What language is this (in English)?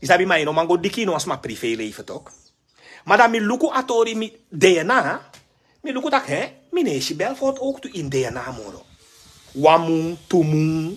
Sranan Tongo